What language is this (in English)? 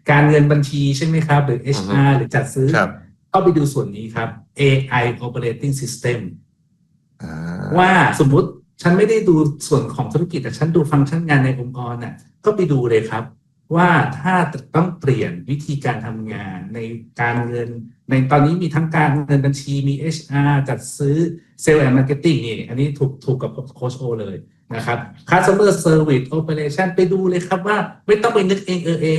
Thai